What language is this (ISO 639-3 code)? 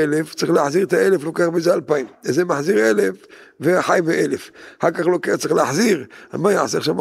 heb